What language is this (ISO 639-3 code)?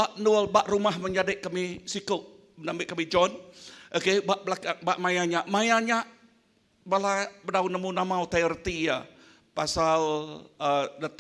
iba